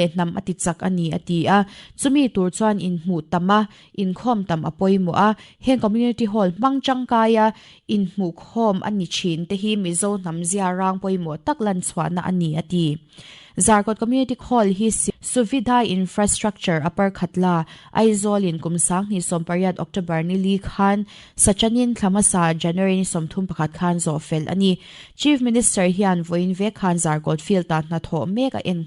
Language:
Mizo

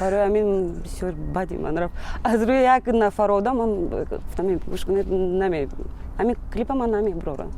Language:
Tajik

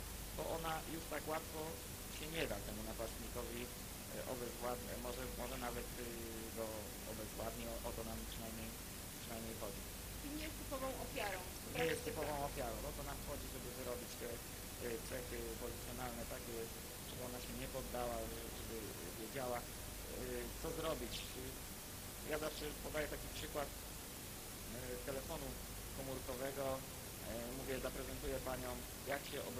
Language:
Polish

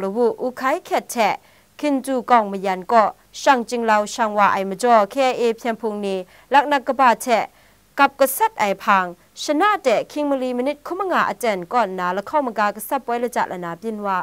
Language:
Kachin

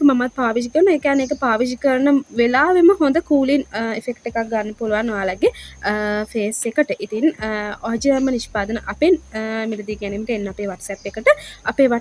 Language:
Sinhala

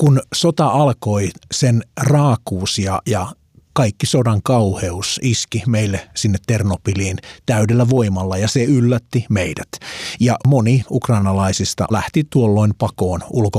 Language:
Finnish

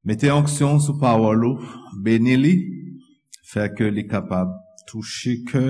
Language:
Haitian Creole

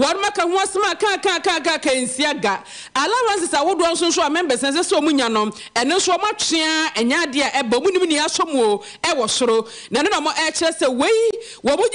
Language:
Akan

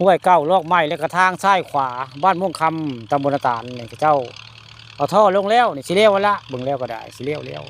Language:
Northeastern Thai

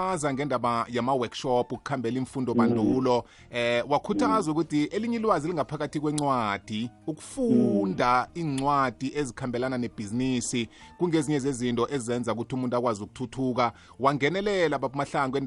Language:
South Ndebele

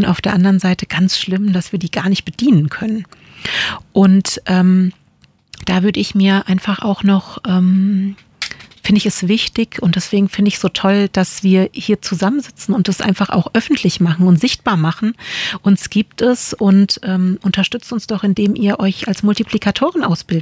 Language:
German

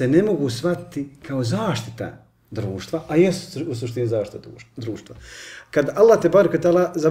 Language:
Bosnian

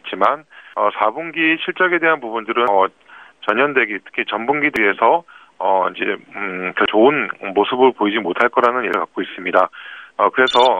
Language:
Korean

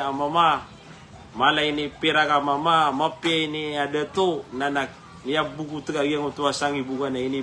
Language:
Maranao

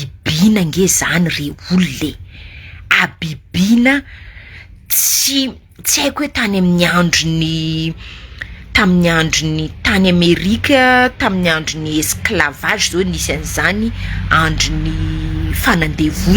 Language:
Malagasy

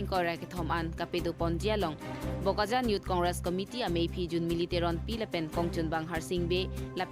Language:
Karbi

